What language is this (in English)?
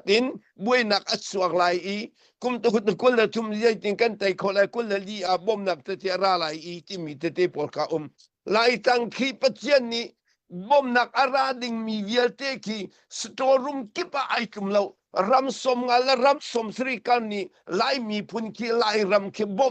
Hakha Chin